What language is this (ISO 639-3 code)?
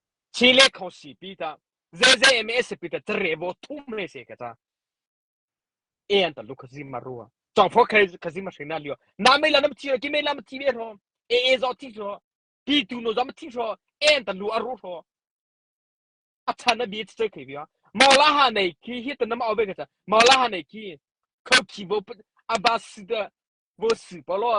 mrh